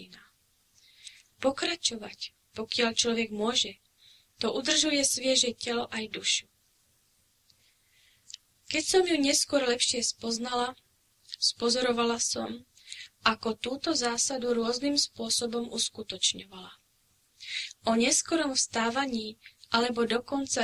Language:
Slovak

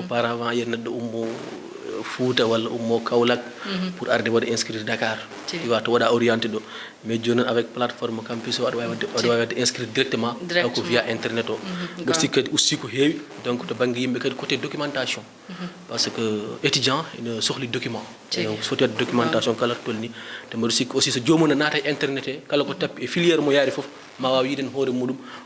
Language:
Fula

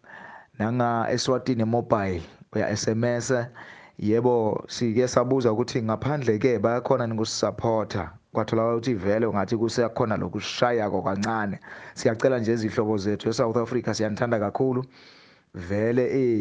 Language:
Zulu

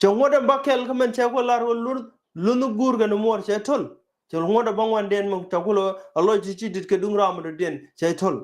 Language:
Nuer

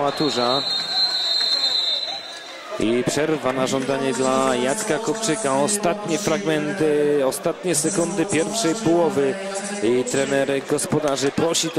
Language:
Polish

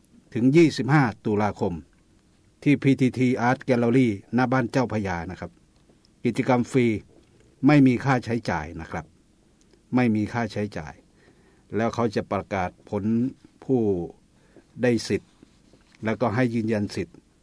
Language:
Thai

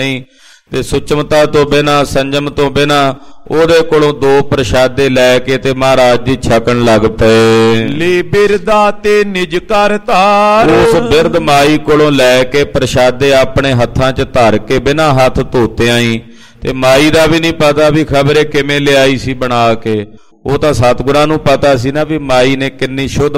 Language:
Punjabi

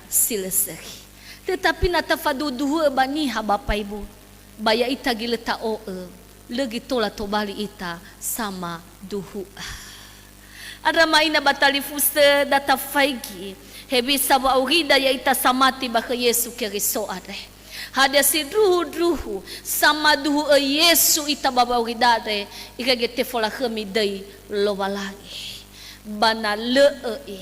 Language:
Nias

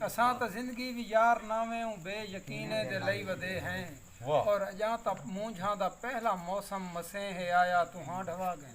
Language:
Saraiki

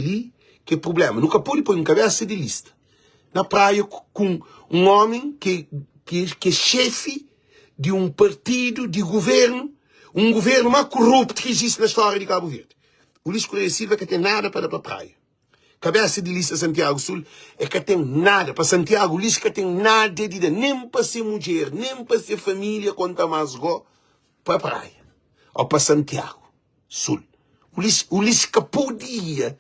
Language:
Kabuverdianu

